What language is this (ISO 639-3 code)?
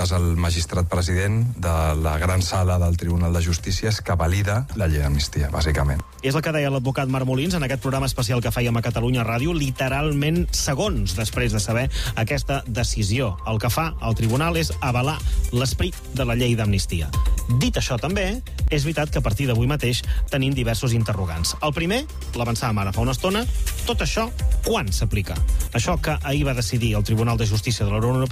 cat